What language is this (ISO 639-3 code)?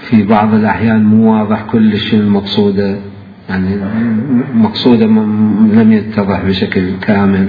acm